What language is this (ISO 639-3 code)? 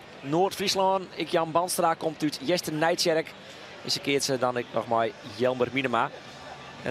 fry